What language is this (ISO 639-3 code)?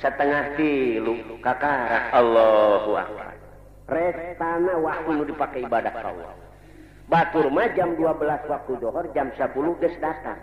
sun